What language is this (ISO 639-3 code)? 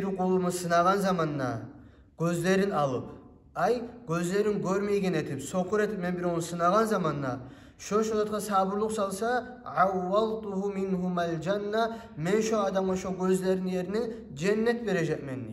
kum